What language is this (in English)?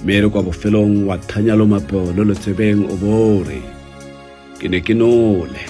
Tswana